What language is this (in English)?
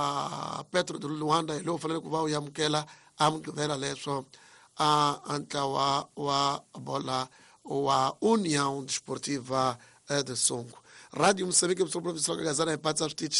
Tsonga